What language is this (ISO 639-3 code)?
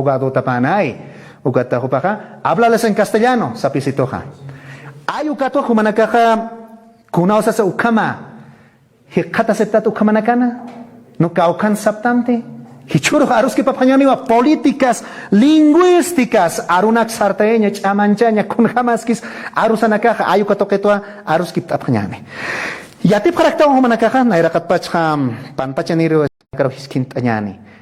aym